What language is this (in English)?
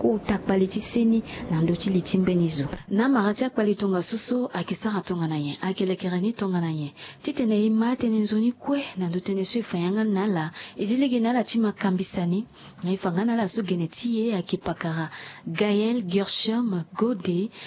Sango